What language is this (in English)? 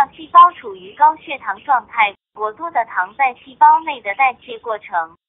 Chinese